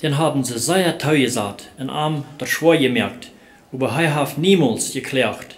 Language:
Plautdietsch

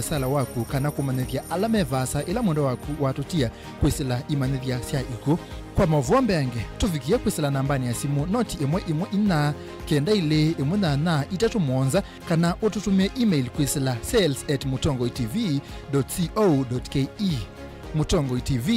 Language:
Kamba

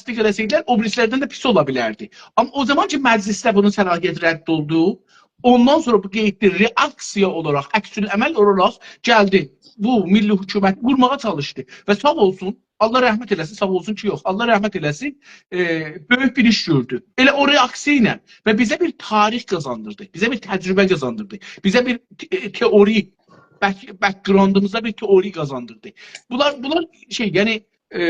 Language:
South Azerbaijani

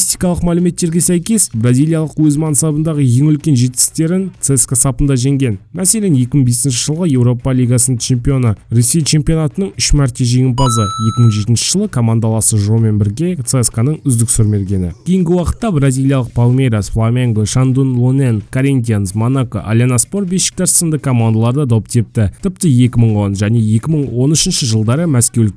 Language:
Kazakh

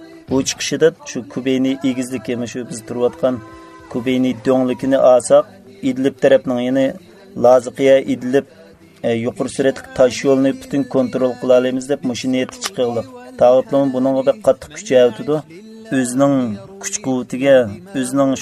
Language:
Uyghur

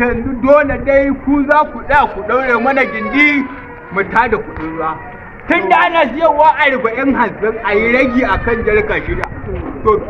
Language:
Hausa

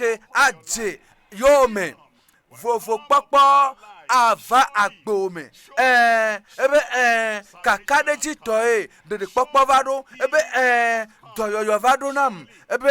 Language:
Ewe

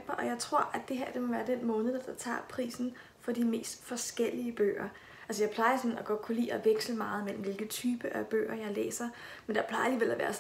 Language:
Danish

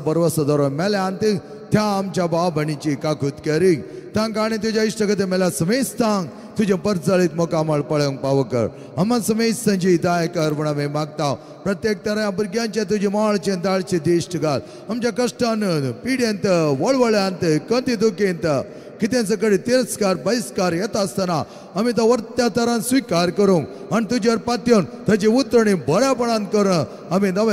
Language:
Konkani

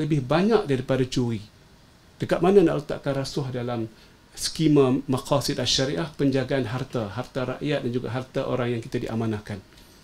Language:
Malay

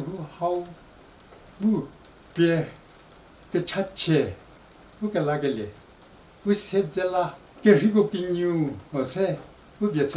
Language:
Angami Naga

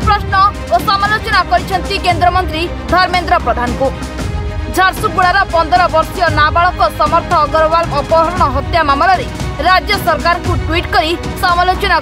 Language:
Odia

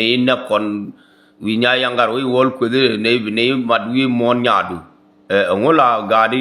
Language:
Nuer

